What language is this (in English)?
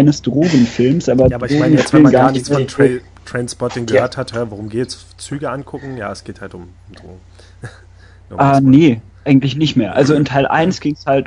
German